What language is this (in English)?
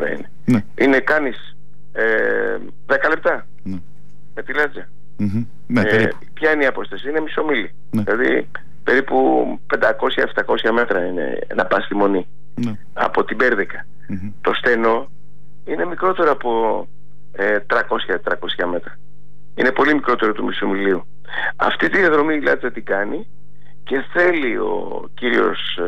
Greek